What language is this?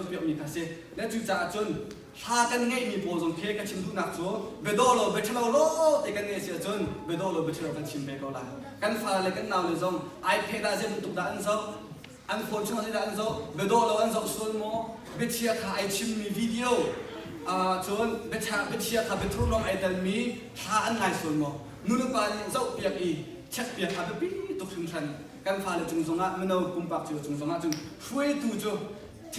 Hakha Chin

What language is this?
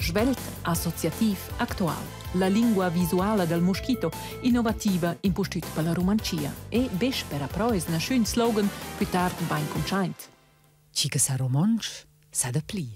Romansh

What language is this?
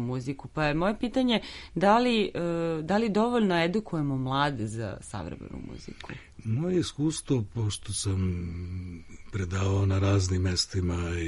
Serbian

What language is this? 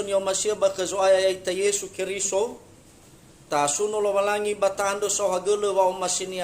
Nias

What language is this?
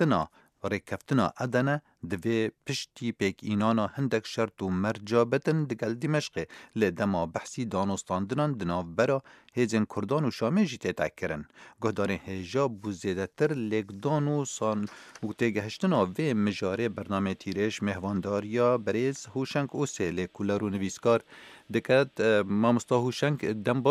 Kurdish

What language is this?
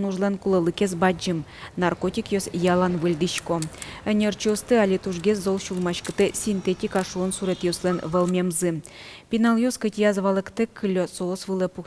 Udmurt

